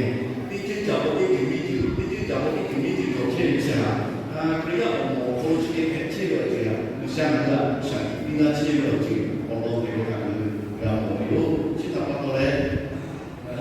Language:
Lahu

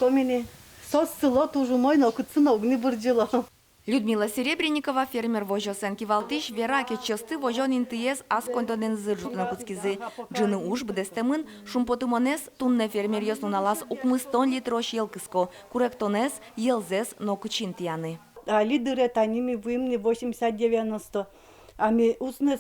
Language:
Udmurt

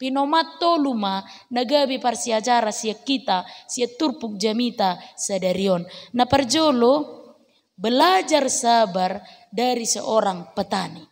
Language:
Batak Toba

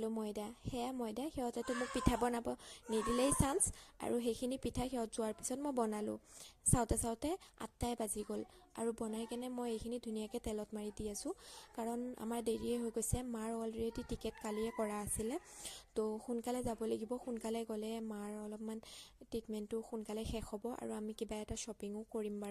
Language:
Assamese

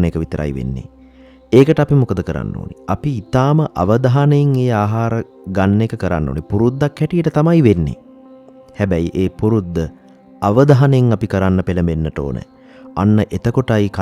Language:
Sinhala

